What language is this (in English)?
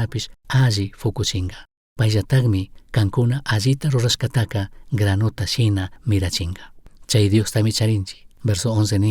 Chimborazo Highland Quichua